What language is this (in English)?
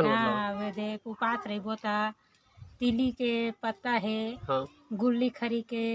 Chhattisgarhi